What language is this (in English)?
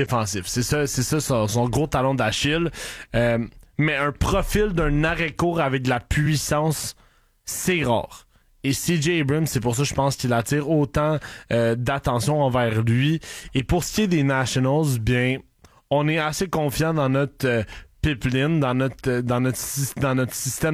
French